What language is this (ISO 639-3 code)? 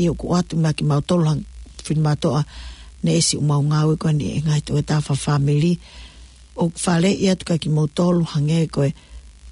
ton